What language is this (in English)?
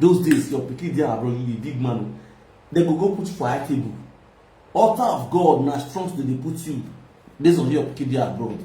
Nigerian Pidgin